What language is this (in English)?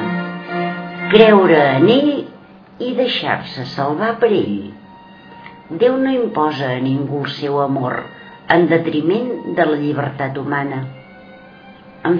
Catalan